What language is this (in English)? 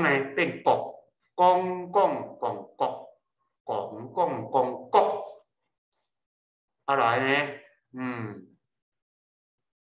Min Nan Chinese